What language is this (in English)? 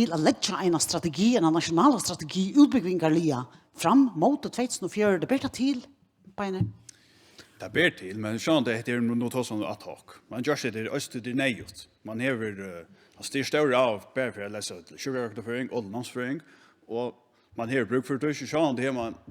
Faroese